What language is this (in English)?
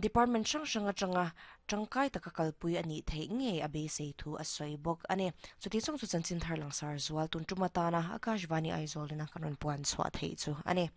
Mizo